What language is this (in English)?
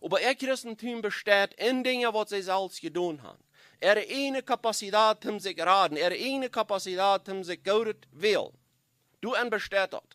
Plautdietsch